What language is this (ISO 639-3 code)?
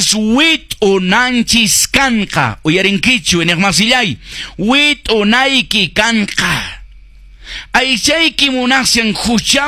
que